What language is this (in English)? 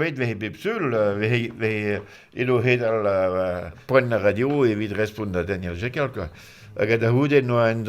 Breton